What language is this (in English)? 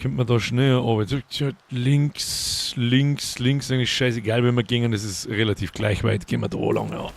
Bavarian